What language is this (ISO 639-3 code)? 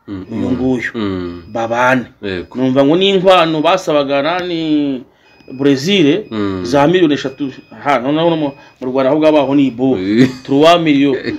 kin